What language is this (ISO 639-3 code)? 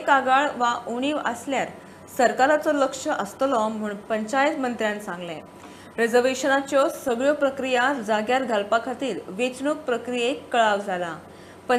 kok